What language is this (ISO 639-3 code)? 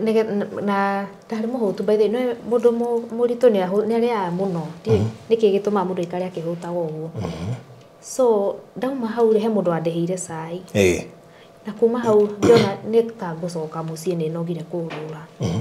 kik